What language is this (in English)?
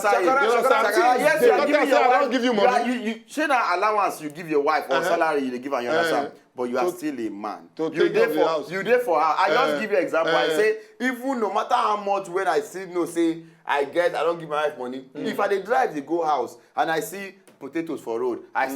Nigerian Pidgin